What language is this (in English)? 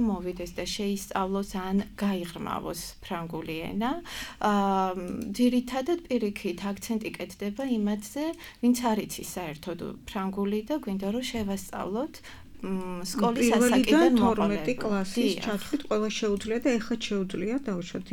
Georgian